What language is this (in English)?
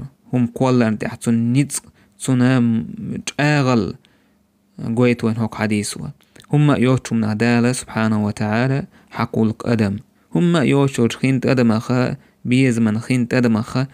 Chechen